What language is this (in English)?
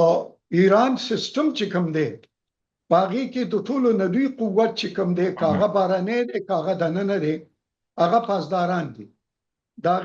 Pashto